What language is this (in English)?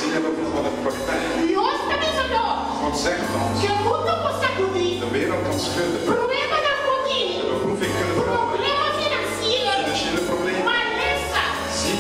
Papiamento